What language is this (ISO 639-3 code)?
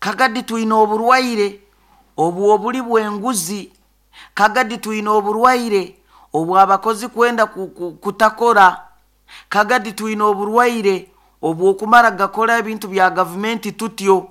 nyo